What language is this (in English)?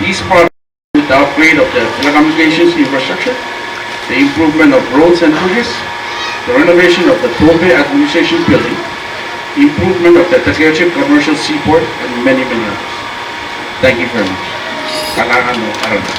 Pohnpeian